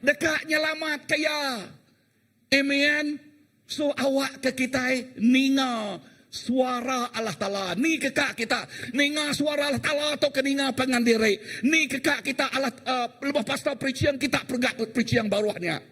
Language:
Iban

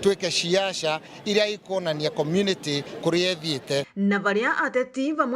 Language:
Meru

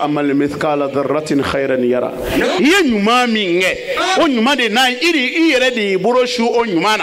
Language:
Bambara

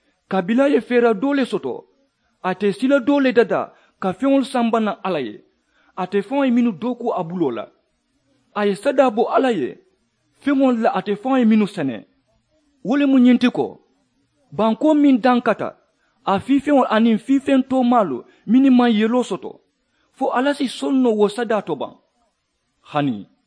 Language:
Mandingo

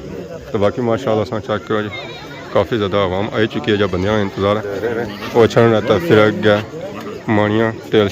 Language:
Pahari-Potwari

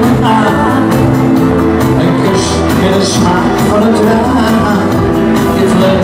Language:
Dutch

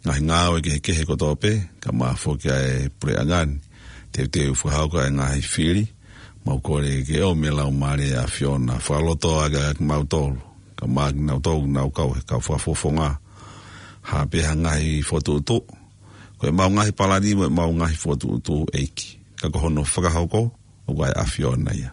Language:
Tongan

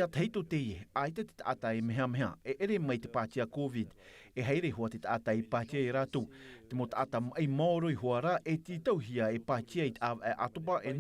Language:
Tahitian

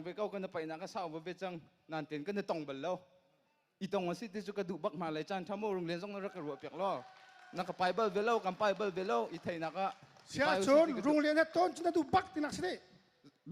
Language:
Hakha Chin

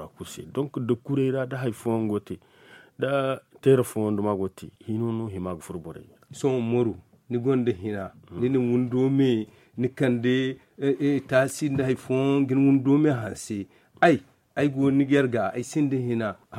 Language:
Zarma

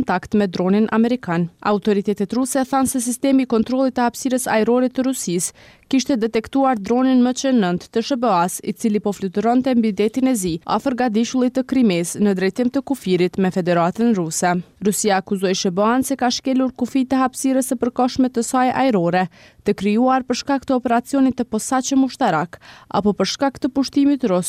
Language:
Albanian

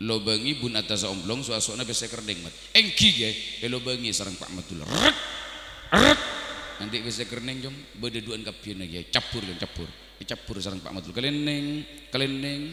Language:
Madurese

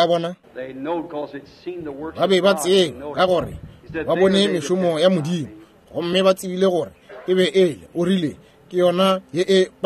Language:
Northern Sotho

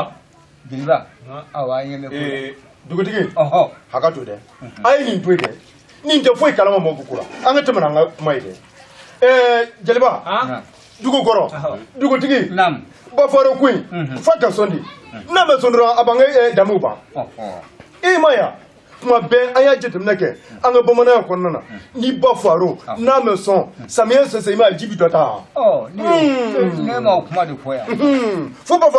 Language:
Bambara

